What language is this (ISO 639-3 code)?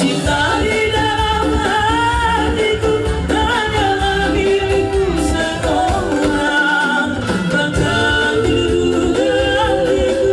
bbc